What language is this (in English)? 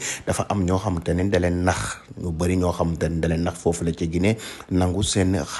Wolof